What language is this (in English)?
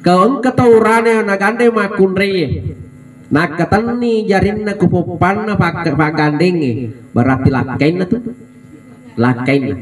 Buginese